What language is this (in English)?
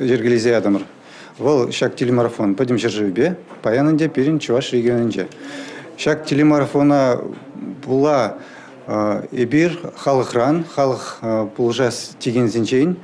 Chuvash